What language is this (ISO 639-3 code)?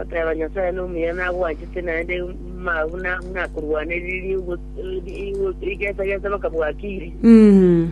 guz